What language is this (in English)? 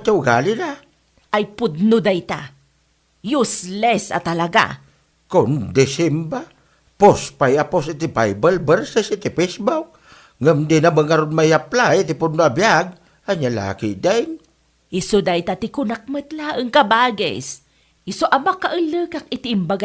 Iloko